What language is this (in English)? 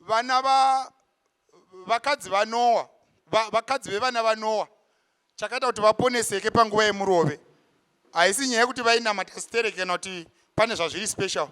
Shona